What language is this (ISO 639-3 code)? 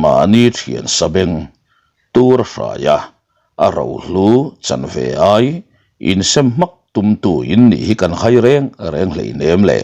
lus